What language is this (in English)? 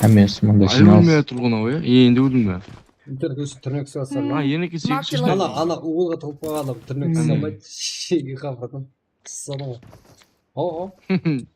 Kara-Kalpak